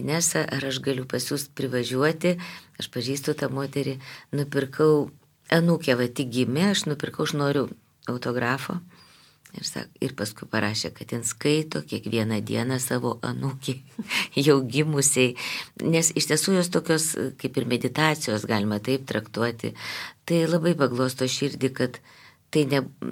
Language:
Lithuanian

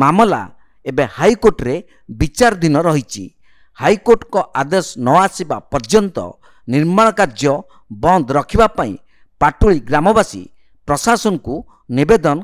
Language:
Odia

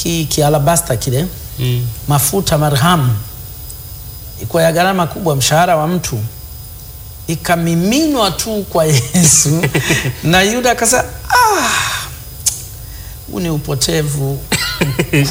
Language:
Swahili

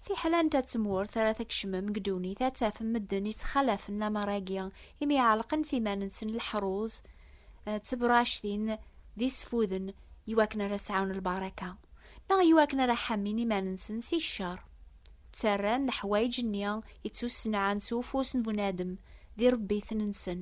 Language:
Kabyle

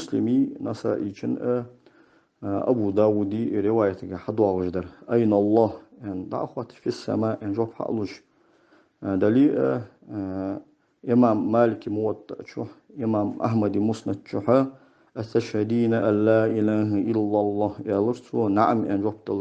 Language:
Ingush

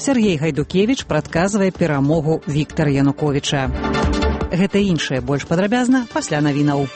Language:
Belarusian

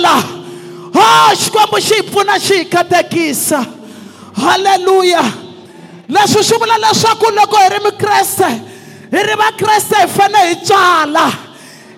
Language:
Tsonga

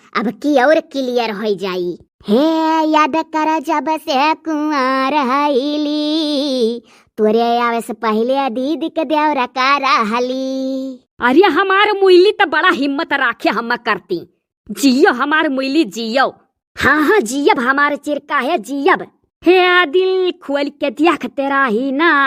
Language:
Awadhi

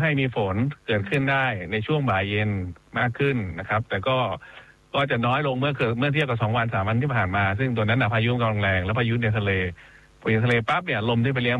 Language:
Thai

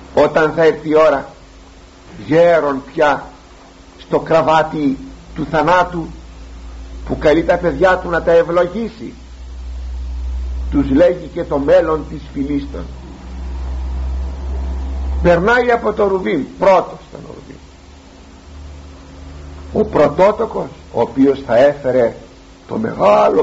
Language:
Greek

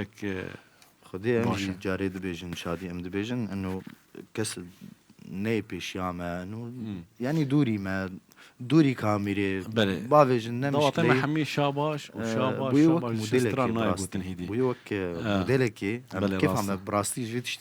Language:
Kurdish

